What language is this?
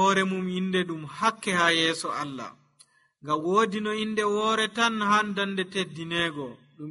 Nigerian Fulfulde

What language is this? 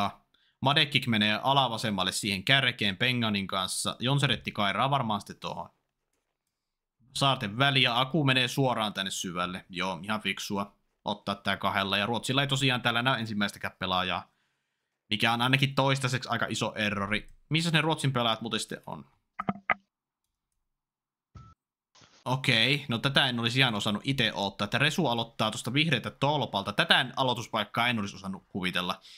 Finnish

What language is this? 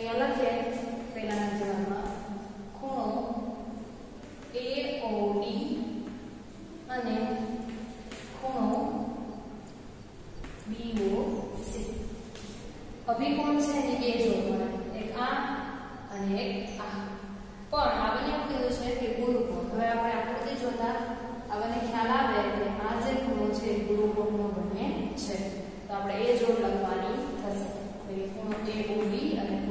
Gujarati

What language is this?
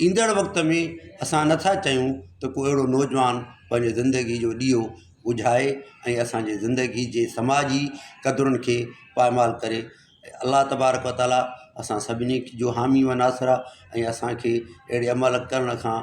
Sindhi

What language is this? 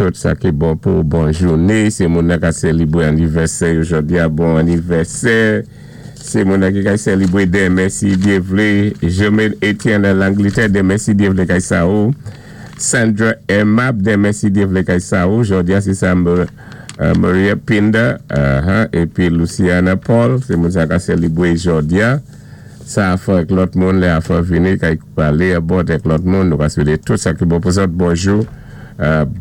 Saint Lucian Creole French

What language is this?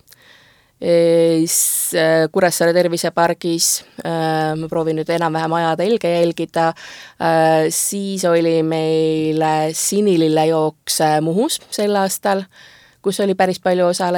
Estonian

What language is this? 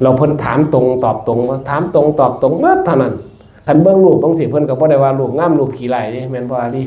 Northeastern Thai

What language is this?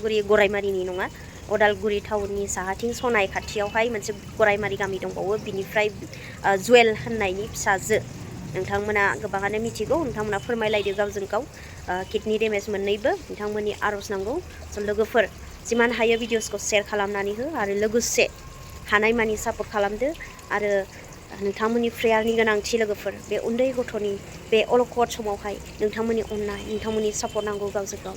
Bodo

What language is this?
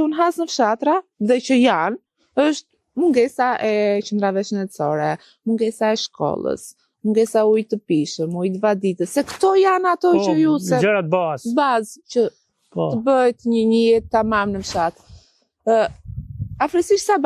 Albanian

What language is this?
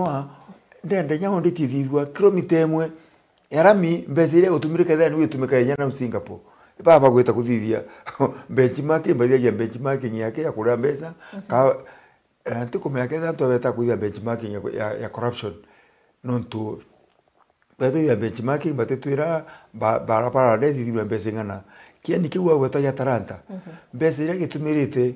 Meru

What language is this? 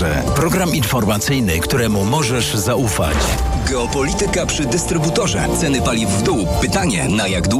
Polish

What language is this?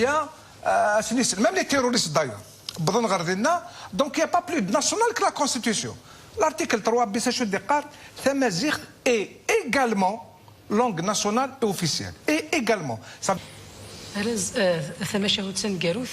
Kabyle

